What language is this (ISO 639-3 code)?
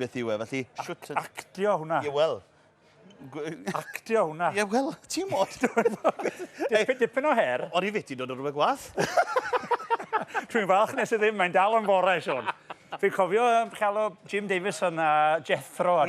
cym